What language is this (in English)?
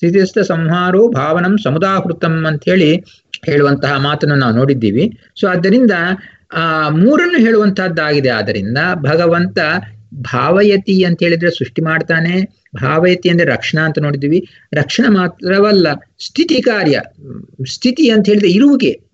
Kannada